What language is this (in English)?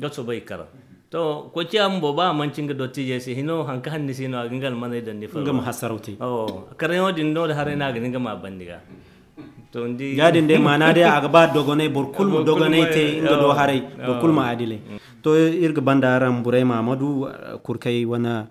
Zarma